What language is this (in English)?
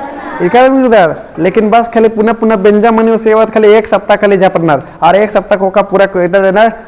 Kurukh